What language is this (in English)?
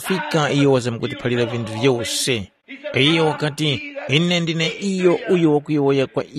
Tumbuka